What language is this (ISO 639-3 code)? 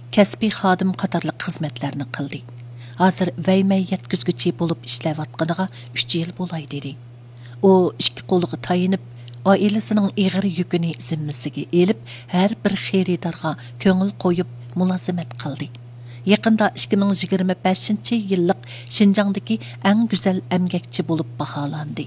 uig